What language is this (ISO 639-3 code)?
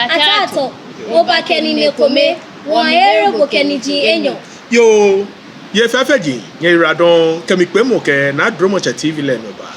gaa